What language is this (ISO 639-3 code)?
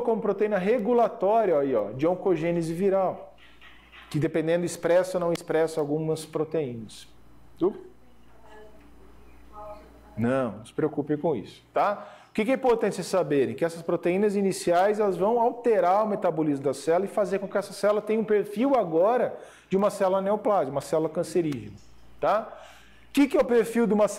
por